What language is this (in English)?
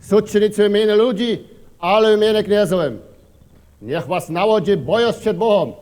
Upper Sorbian